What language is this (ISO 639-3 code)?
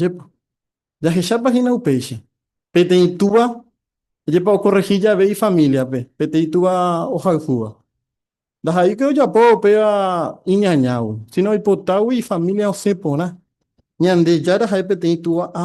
grn